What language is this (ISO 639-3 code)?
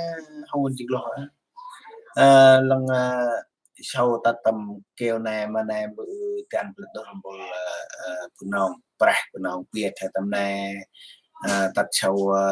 cmo